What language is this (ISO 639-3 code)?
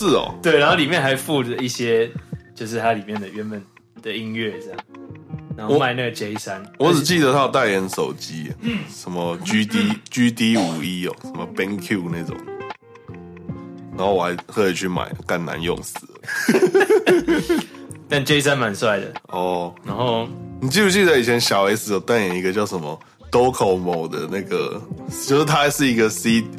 zho